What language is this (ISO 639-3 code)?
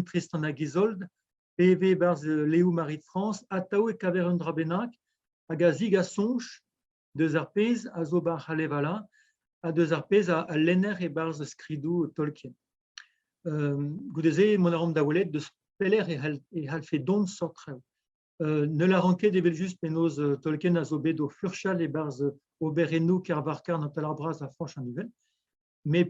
bre